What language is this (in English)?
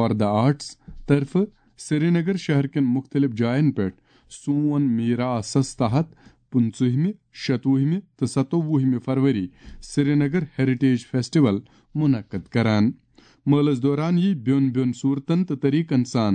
Kashmiri